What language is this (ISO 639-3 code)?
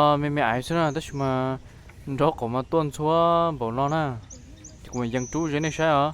hmn